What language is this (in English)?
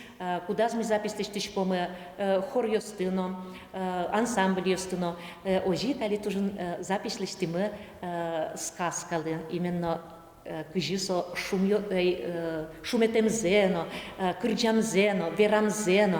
Udmurt